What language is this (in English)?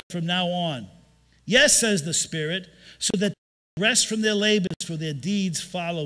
English